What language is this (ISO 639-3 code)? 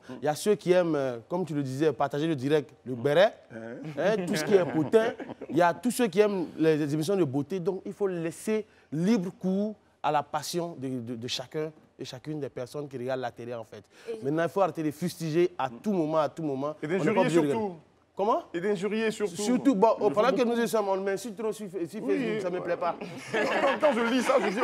fra